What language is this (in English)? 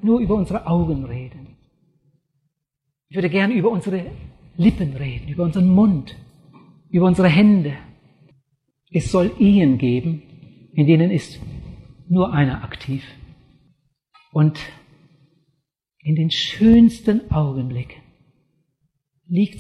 German